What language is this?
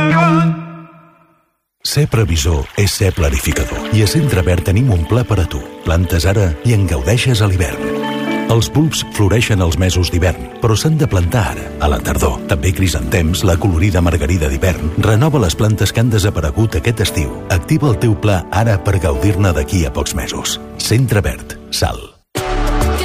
Catalan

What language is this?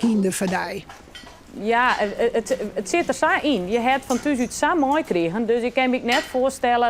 Western Frisian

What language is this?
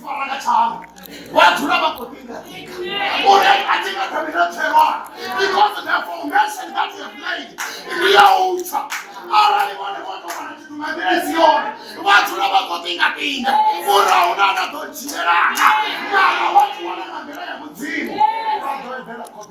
Venda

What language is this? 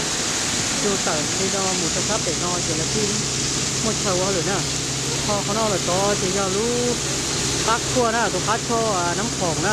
Hmong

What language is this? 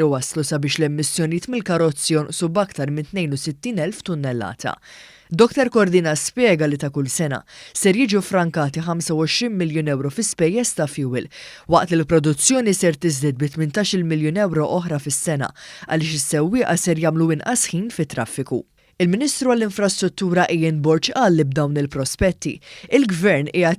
Maltese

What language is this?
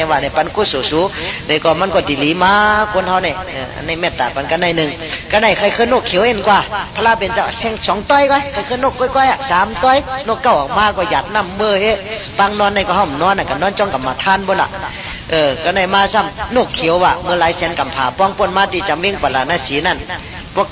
Shan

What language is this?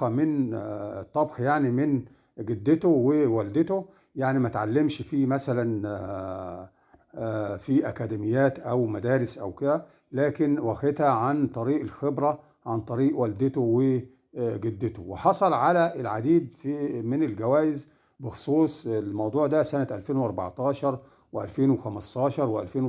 Egyptian Arabic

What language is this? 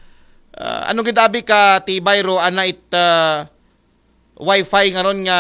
Aklanon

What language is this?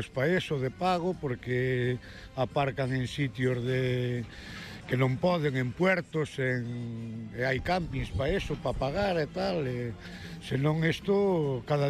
Galician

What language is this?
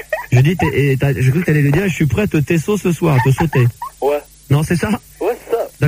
French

